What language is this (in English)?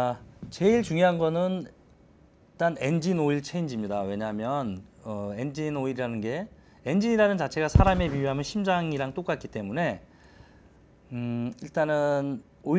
Korean